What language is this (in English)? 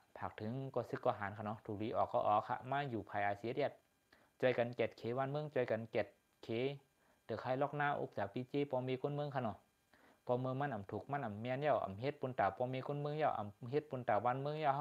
Shan